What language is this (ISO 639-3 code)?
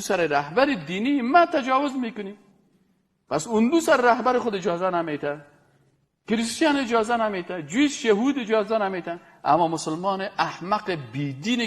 fas